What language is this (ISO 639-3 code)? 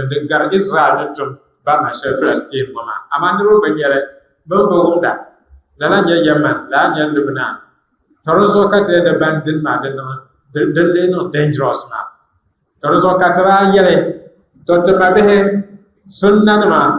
dag